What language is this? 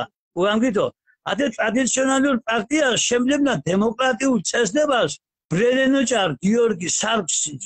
Mingrelian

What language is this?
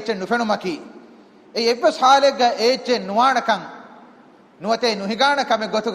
Divehi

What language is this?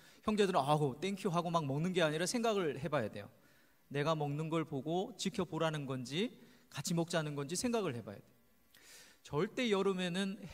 Korean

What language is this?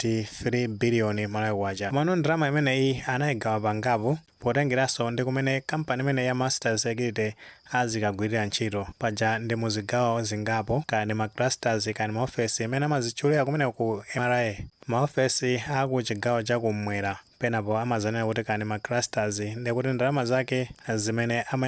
Nyanja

